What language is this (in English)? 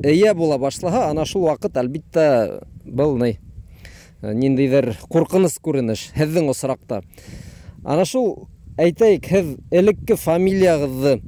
Bashkir